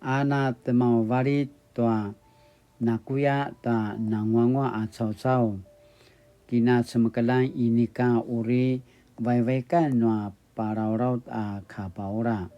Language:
Paiwan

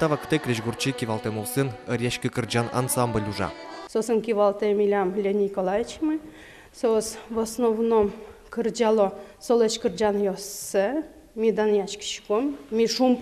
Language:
Udmurt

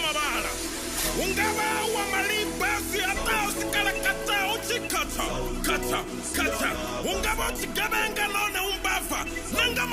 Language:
Venda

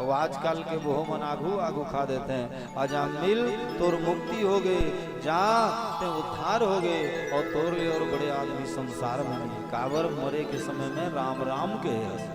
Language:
Chhattisgarhi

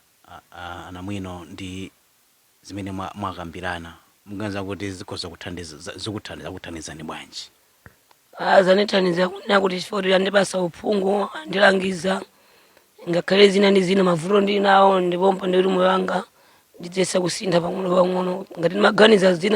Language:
Nyanja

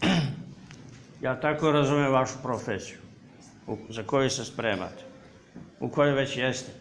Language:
Serbian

